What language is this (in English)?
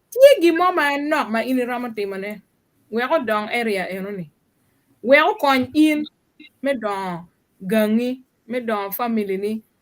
Acoli